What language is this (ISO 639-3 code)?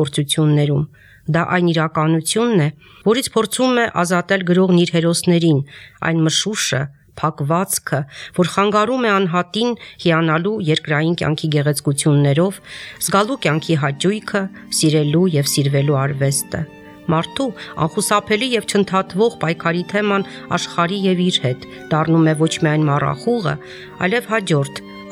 hye